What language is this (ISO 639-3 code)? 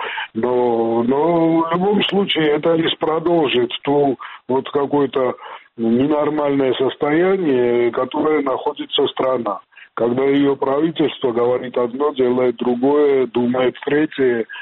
rus